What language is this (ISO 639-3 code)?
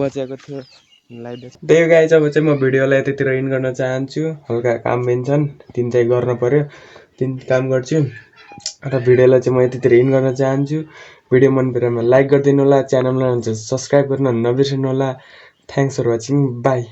nep